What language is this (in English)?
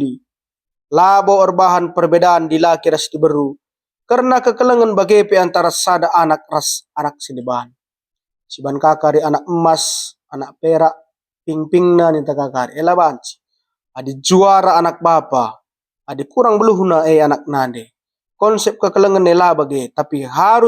Batak Karo